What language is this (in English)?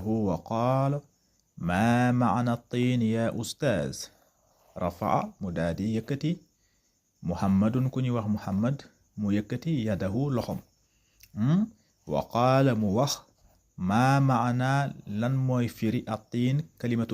Wolof